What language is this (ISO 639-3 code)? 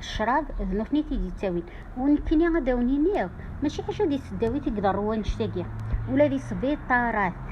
kab